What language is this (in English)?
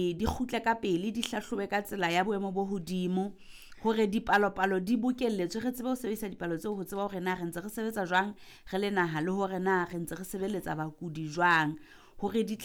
Southern Sotho